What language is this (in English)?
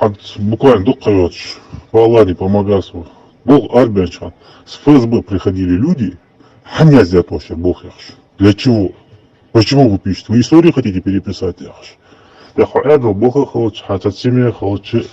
Ingush